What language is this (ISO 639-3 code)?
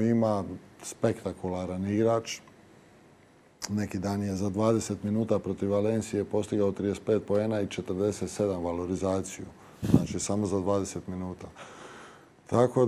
hrv